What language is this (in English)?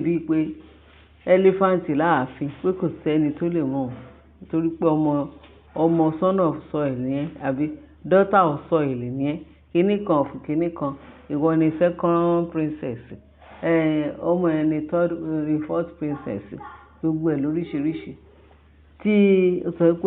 Yoruba